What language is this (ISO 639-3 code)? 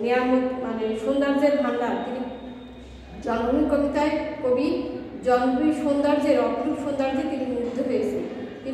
ben